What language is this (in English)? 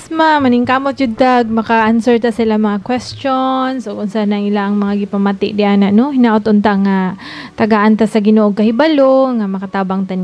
Cebuano